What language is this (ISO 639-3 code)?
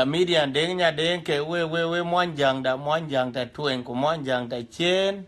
din